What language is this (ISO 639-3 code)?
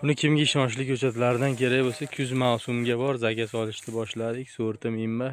uzb